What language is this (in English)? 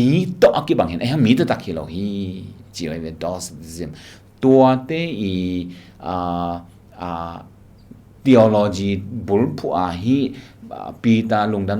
Tedim Chin